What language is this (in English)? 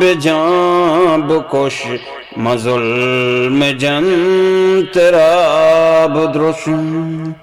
Eastern Balochi